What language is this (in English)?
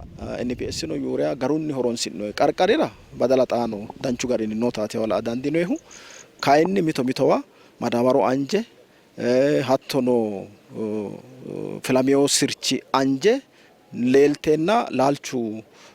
Sidamo